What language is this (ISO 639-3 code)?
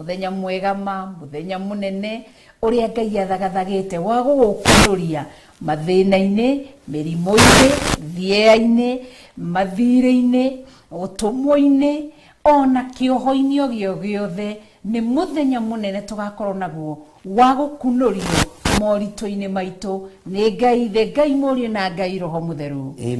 kik